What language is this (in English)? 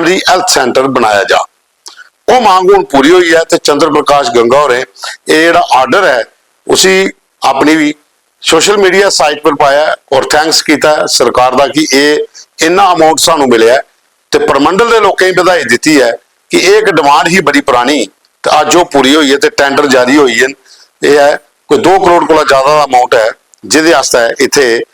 Dogri